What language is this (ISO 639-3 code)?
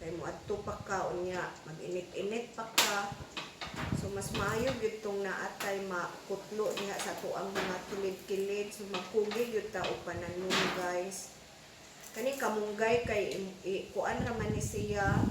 ceb